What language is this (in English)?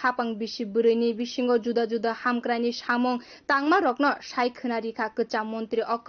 Kok Borok